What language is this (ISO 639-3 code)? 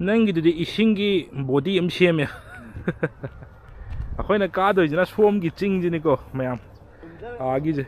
mni